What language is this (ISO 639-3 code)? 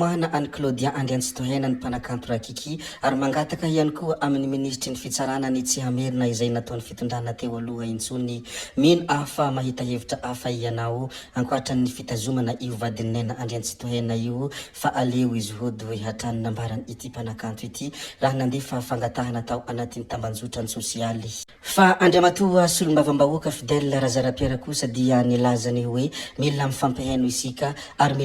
mlg